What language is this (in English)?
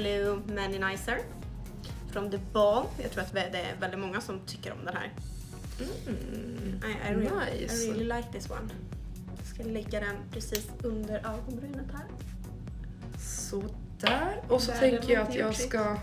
Swedish